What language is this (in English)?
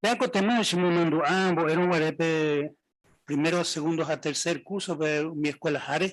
Guarani